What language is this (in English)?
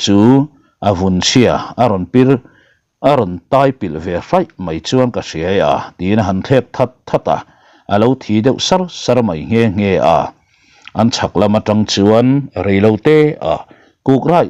Mizo